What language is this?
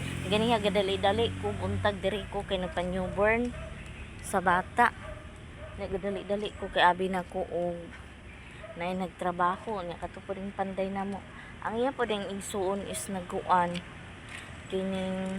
Cebuano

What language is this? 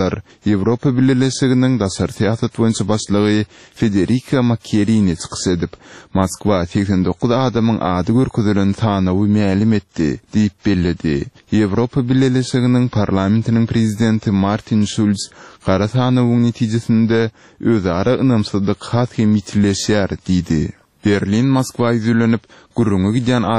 Turkmen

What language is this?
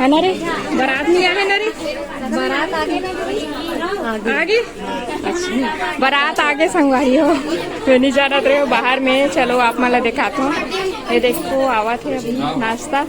Chhattisgarhi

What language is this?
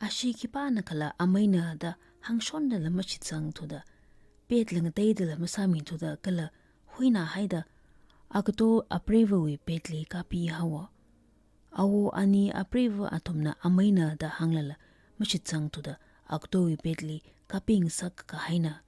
Tangkhul Naga (India)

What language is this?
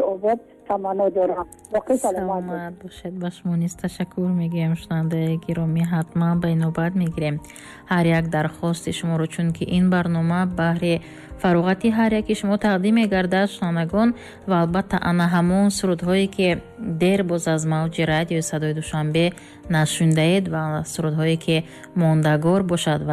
Tajik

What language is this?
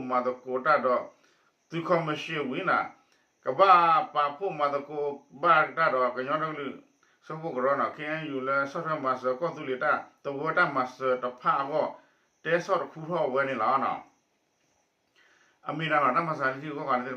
S'gaw Karen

